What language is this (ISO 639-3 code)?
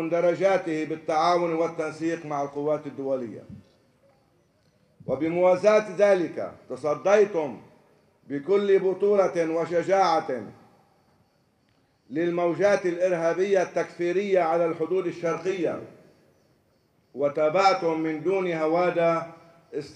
apc